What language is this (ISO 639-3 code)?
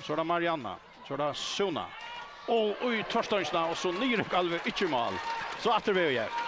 fao